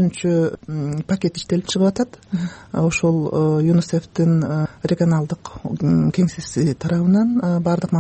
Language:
Kyrgyz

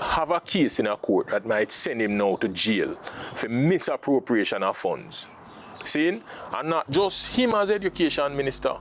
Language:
Jamaican Creole English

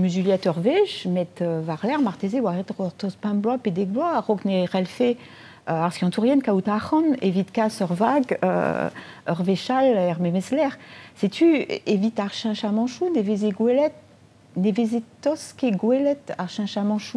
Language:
Breton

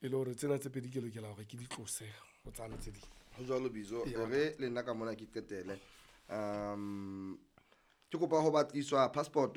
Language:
Southern Sotho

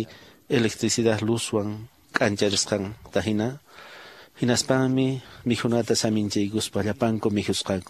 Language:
Quechua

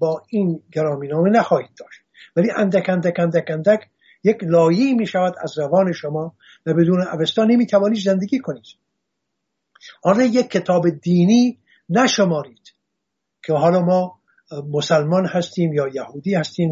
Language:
Persian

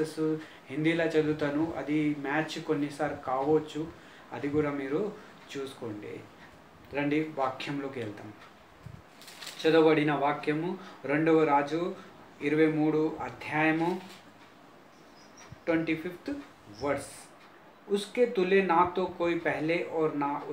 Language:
Telugu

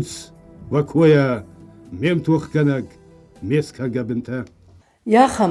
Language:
Ossetic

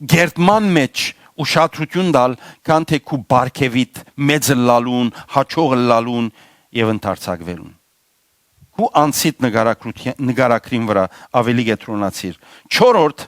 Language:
Western Armenian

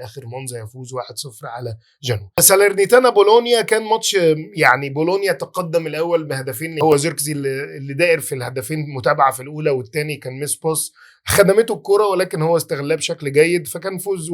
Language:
Egyptian Arabic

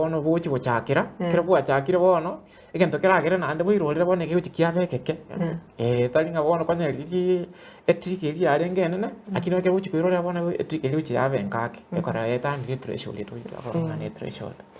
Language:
Gusii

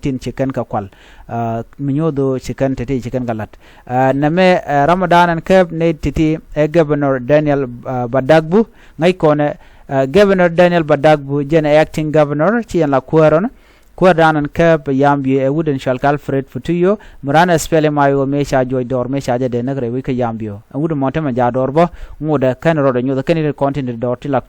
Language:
Nuer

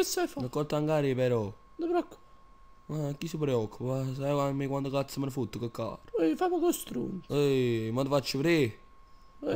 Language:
Neapolitan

